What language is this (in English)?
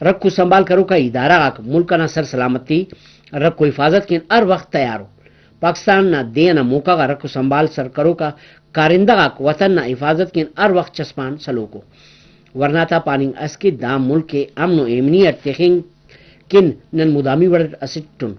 Brahui